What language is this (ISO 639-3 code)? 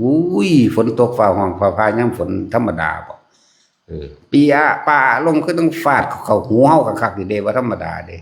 tts